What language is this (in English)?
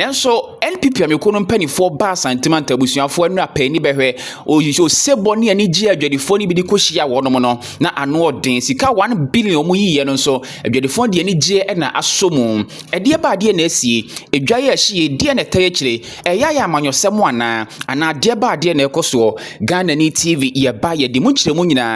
Akan